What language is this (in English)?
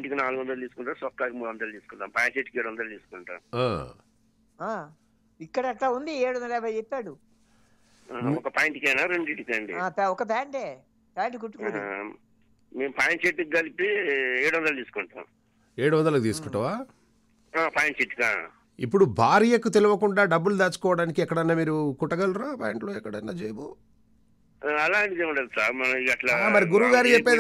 Telugu